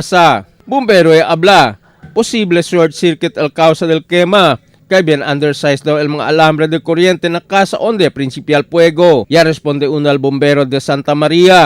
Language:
Chavacano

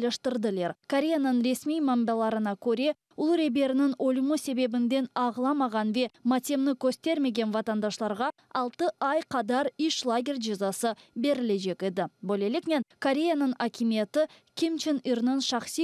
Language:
Crimean Tatar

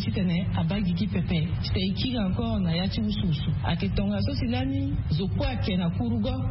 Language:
Sango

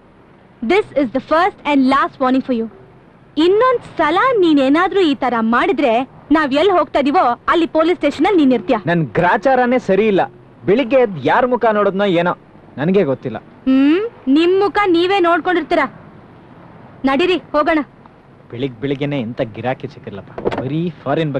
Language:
Kannada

